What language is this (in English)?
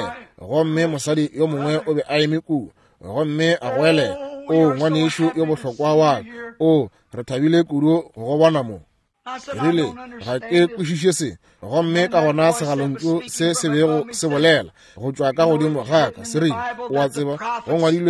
Northern Sotho